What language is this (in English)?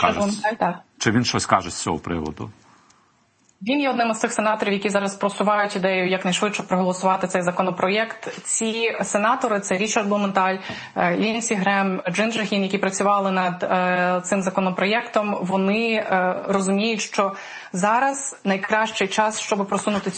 Ukrainian